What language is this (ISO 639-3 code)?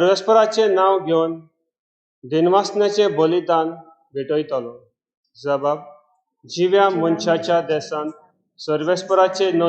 kok